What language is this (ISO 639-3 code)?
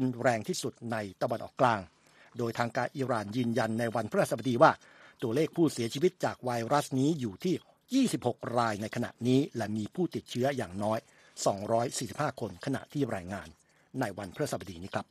tha